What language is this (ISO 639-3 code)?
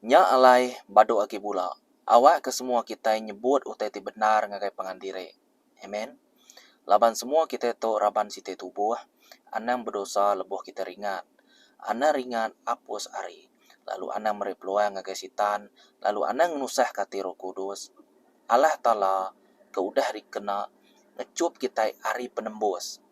iba